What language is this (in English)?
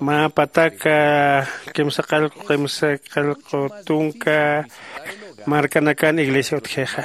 Aymara